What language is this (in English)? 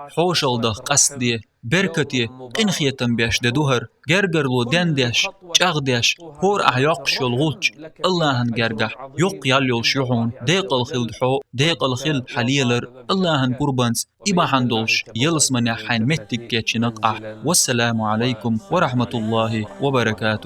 Chechen